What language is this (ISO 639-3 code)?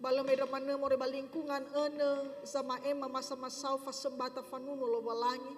nia